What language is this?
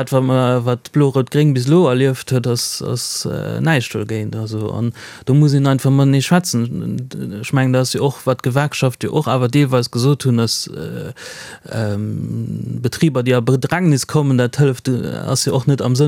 Luxembourgish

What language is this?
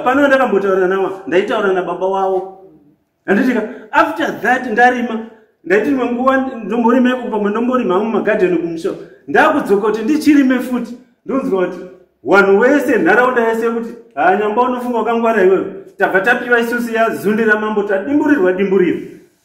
Shona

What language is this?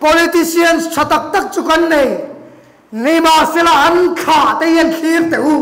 Mizo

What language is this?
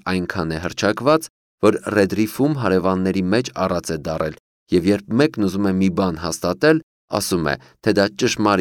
Armenian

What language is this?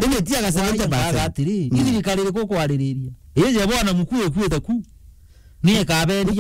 Meru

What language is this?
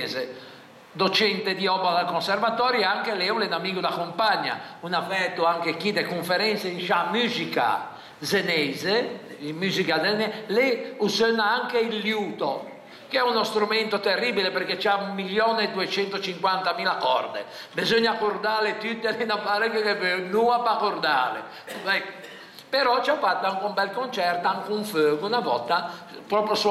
Italian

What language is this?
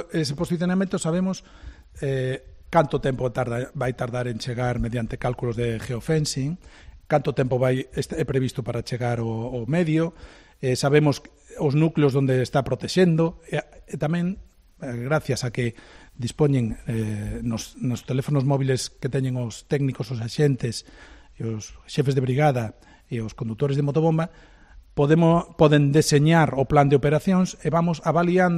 Galician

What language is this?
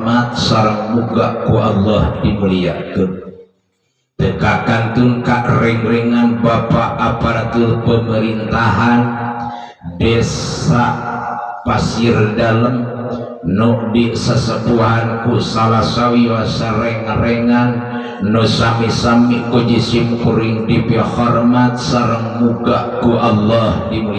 Sundanese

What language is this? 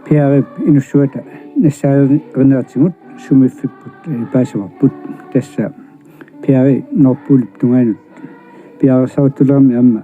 Kalaallisut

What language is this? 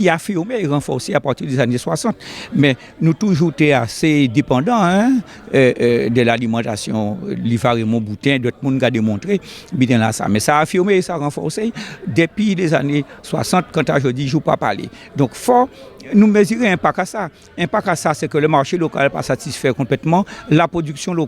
Guadeloupean Creole French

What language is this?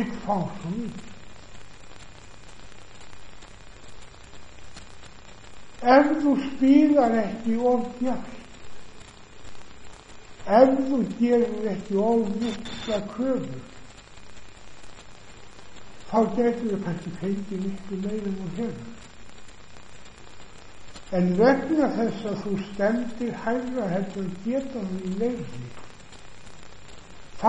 Icelandic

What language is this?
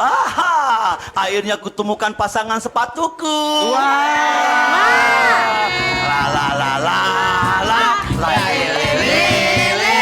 Musi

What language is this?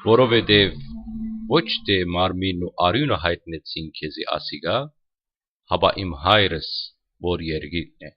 Western Armenian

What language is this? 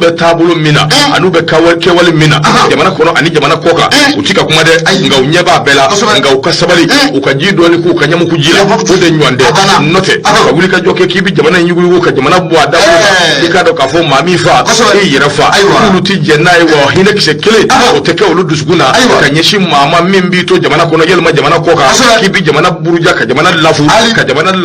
Bambara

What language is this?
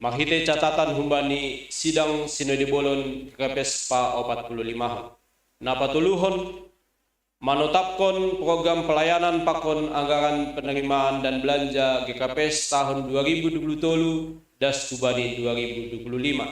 Batak Simalungun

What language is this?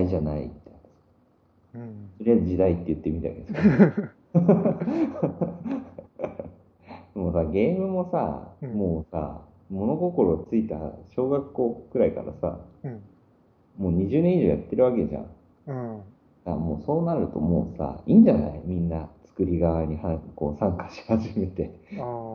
Japanese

